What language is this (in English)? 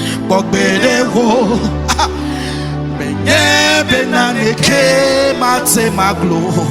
Ewe